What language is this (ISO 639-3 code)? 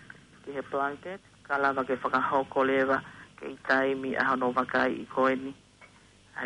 ton